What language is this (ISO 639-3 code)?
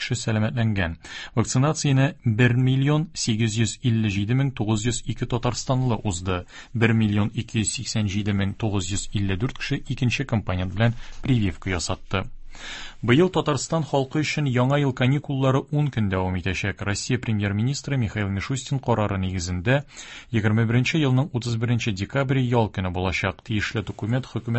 tat